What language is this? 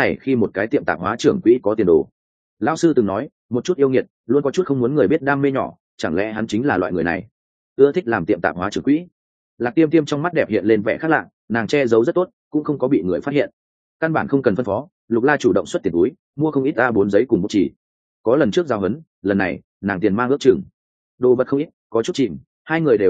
Vietnamese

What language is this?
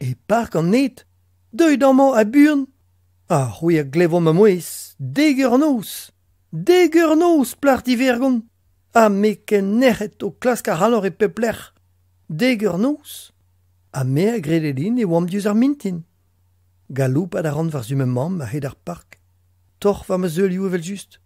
Breton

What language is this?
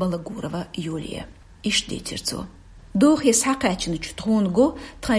Chechen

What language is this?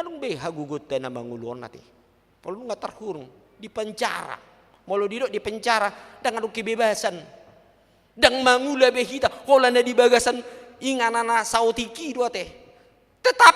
Batak Toba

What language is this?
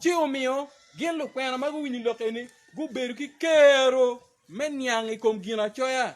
Acoli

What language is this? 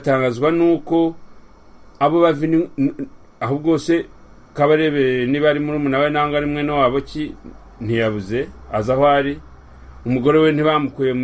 Kinyarwanda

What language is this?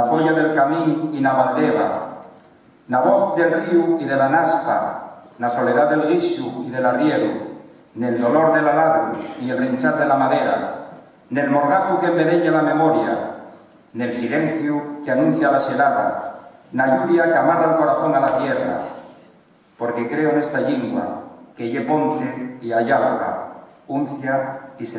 Asturian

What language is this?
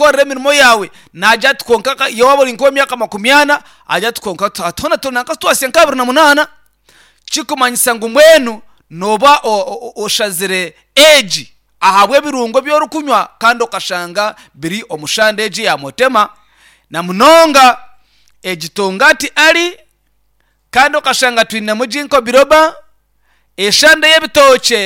Nyankole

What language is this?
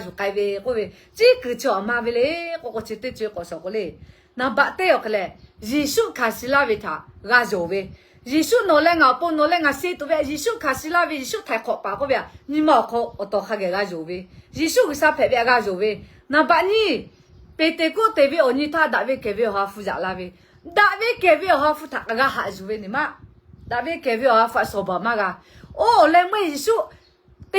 Lahu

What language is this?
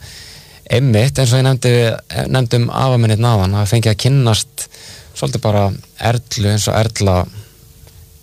Icelandic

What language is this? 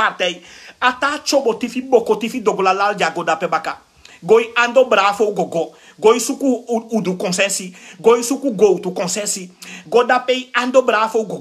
Sranan Tongo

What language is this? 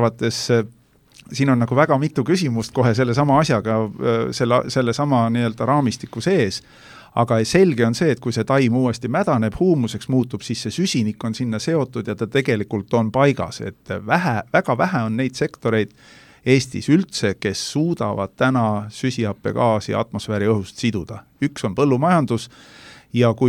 Estonian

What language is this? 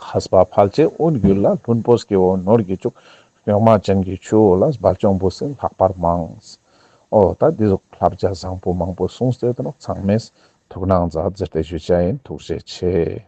Ladakhi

